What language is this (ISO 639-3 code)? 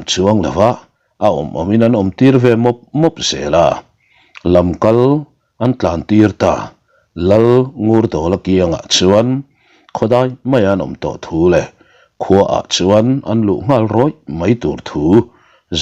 lus